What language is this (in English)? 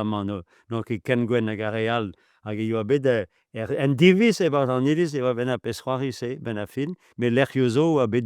Breton